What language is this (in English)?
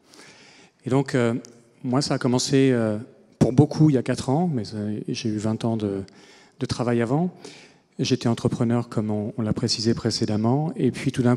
French